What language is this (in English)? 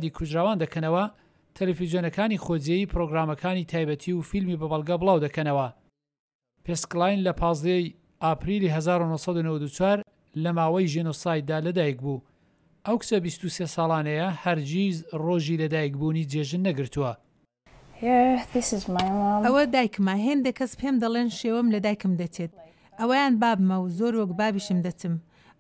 Central Kurdish